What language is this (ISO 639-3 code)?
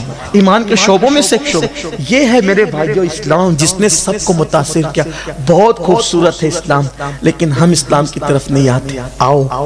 urd